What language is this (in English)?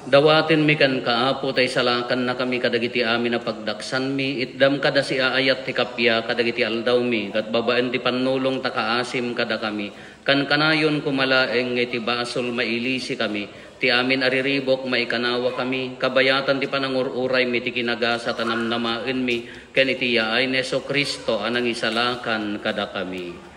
Iloko